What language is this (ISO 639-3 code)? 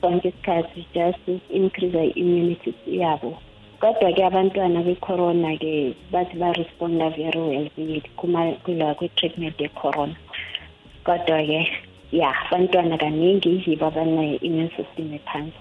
nbl